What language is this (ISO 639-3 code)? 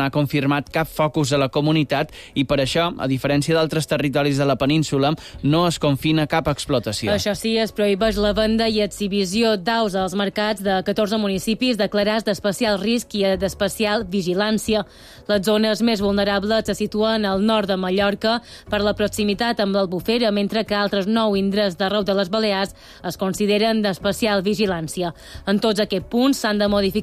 cat